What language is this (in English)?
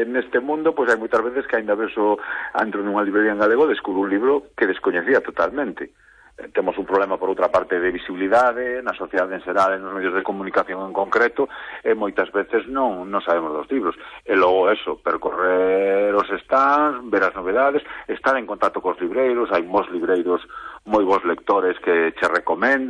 Galician